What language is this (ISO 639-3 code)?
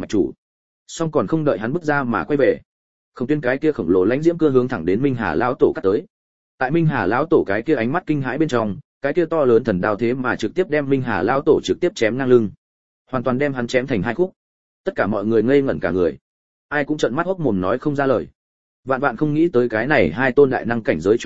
vie